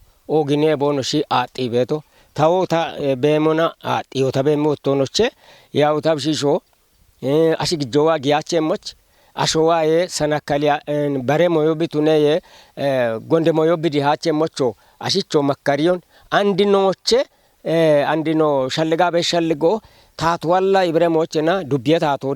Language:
Kafa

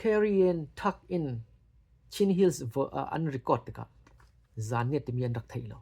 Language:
Falam Chin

